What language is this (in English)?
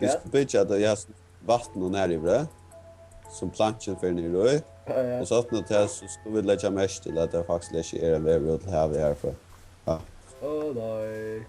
Faroese